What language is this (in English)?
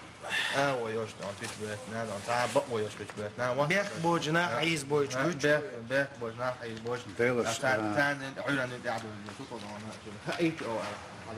Chechen